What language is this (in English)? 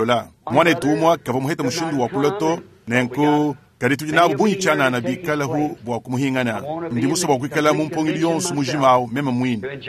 Luba-Lulua